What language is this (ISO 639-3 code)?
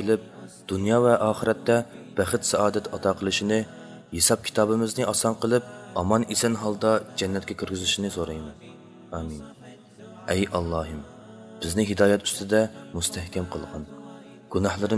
uig